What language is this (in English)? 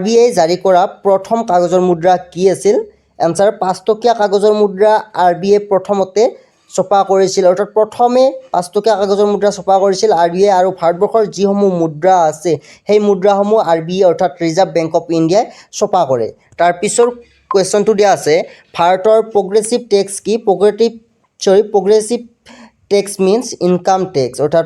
Assamese